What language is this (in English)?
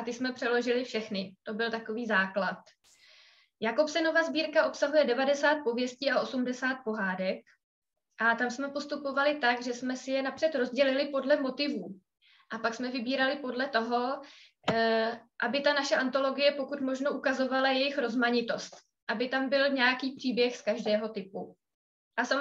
Czech